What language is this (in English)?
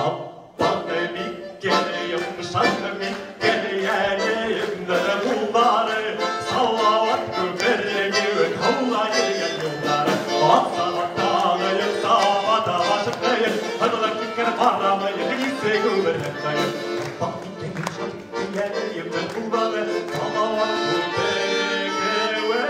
Bashkir